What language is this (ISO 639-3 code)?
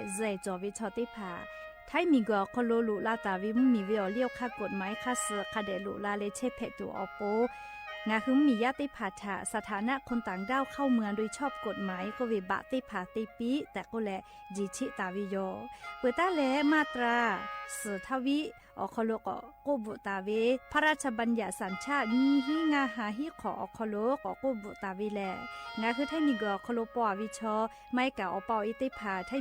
lhu